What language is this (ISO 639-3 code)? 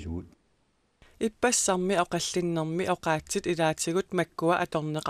kal